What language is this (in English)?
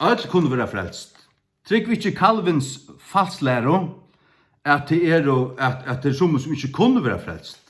Faroese